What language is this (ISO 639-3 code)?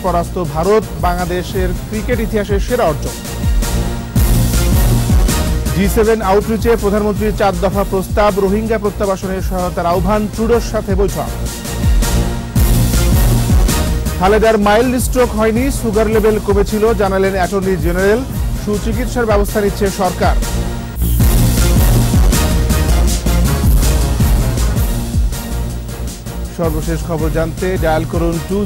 ben